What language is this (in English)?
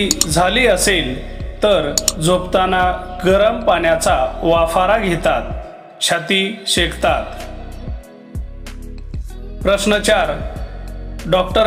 Marathi